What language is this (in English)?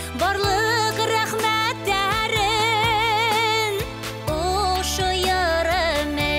Bashkir